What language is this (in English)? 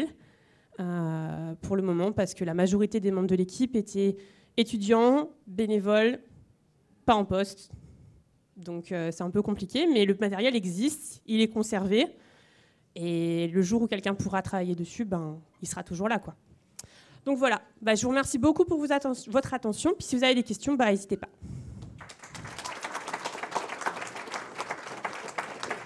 French